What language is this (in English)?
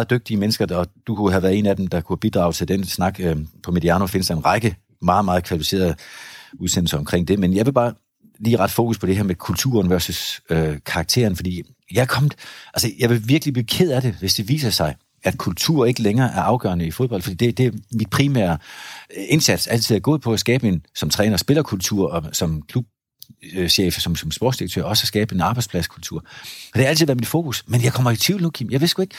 Danish